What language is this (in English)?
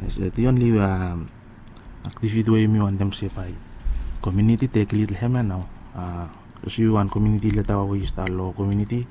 Bislama